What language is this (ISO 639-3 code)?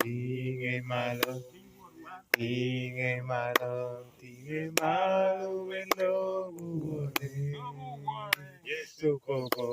laj